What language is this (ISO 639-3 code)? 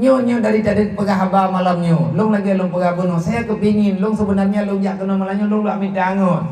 ace